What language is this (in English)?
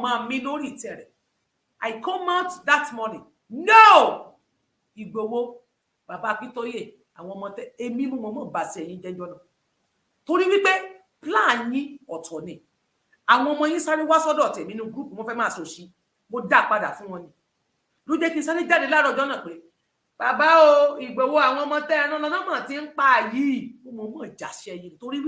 Yoruba